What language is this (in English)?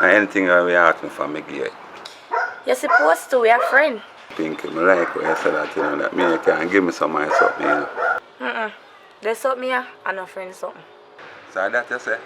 Jamaican Creole English